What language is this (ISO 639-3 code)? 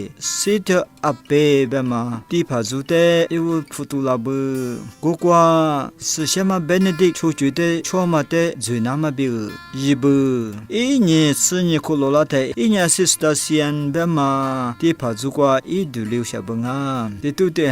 lis